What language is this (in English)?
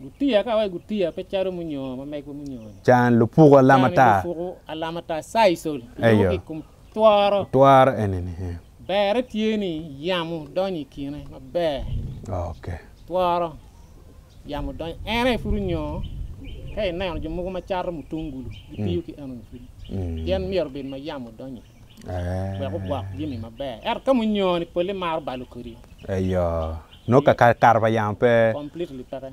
Acoli